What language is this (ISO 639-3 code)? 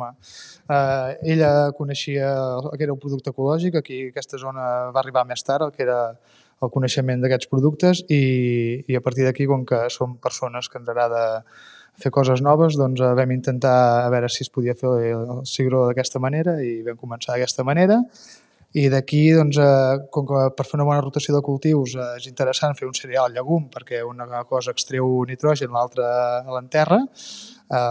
cat